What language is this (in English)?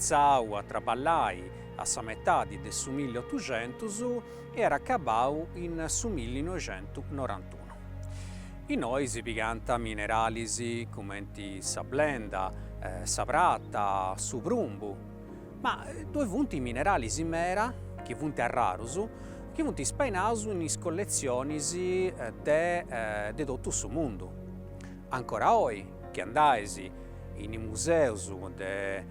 Sardinian